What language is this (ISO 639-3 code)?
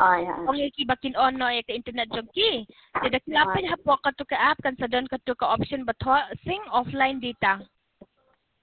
kha